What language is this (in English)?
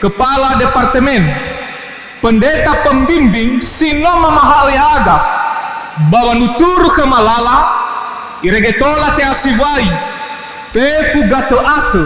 Nias